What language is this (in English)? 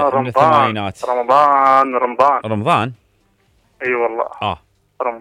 Mesopotamian Arabic